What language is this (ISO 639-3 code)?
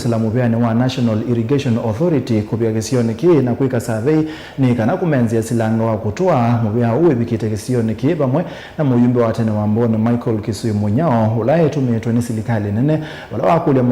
kam